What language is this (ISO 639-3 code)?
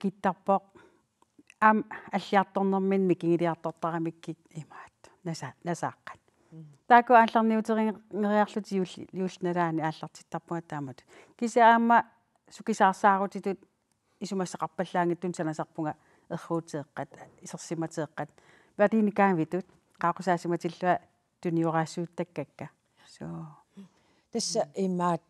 kal